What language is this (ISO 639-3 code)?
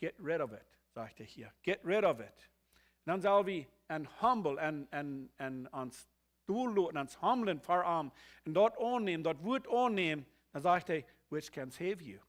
pdt